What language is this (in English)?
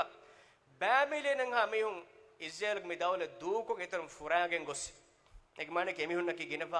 Divehi